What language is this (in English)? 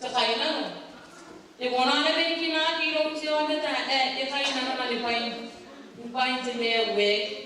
Gilbertese